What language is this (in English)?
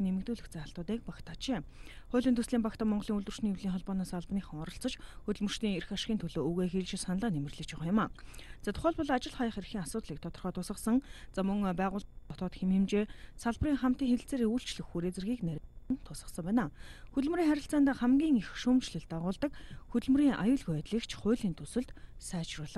Mongolian